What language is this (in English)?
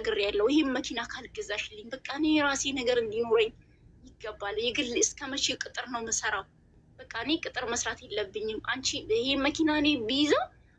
Amharic